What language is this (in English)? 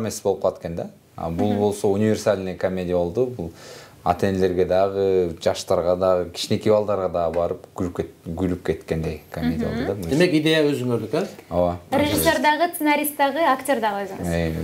Kyrgyz